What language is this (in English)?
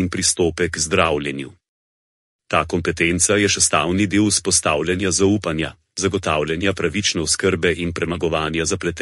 Slovenian